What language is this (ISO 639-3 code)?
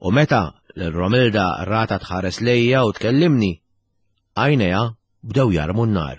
mlt